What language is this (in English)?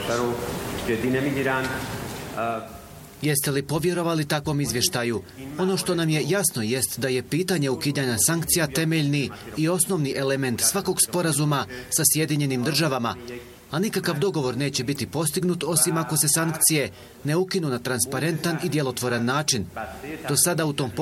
Bosnian